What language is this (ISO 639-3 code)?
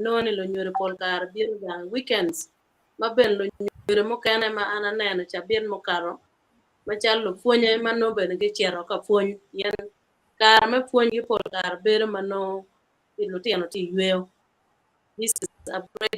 ach